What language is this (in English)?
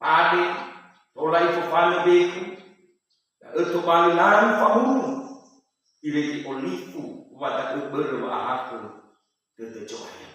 Nias